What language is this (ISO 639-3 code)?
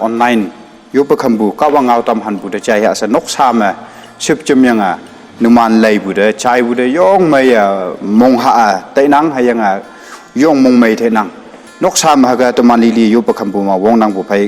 nbe